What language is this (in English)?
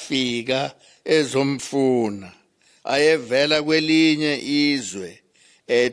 Zulu